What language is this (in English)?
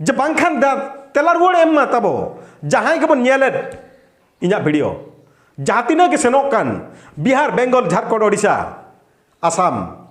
Santali